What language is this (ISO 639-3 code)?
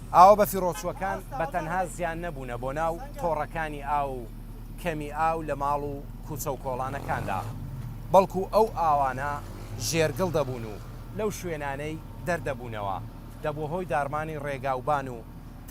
ckb